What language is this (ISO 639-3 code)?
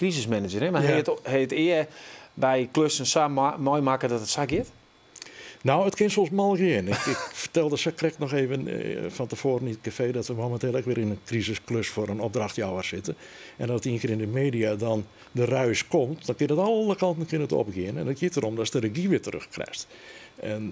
fry